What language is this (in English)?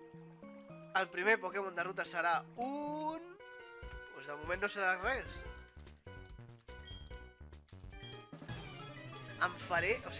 Catalan